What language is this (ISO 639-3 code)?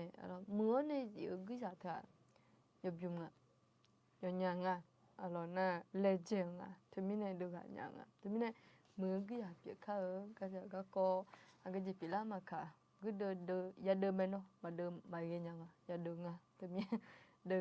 ahk